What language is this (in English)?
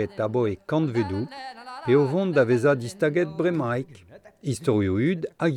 Breton